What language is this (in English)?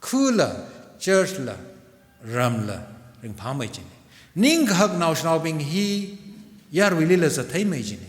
Tangkhul Naga (India)